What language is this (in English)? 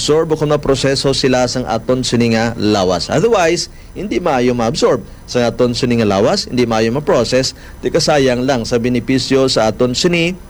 Hiligaynon